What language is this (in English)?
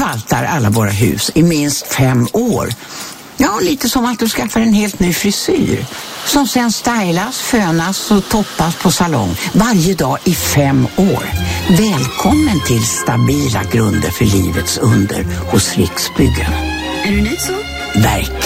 Swedish